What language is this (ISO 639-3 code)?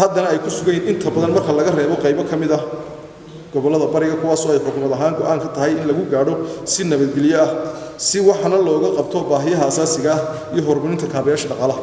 som